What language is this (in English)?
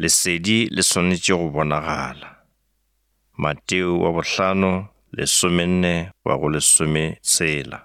Northern Sotho